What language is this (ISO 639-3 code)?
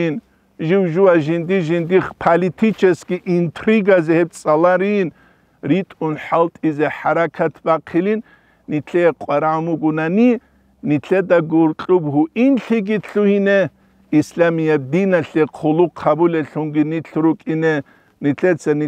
ava